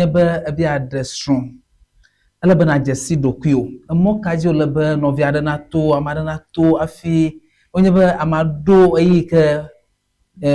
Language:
Ewe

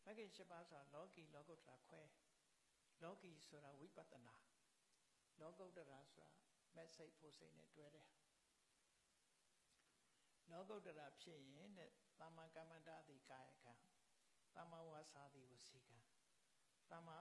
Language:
Burmese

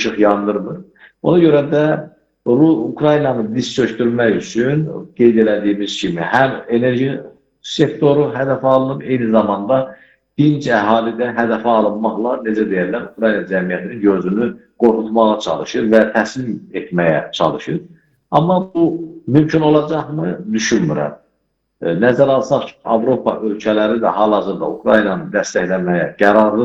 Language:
Azerbaijani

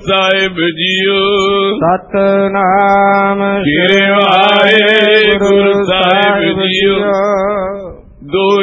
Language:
Punjabi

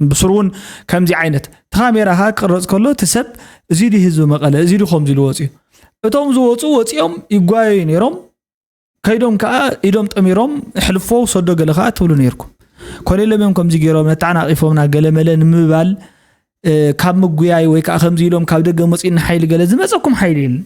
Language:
Tigrinya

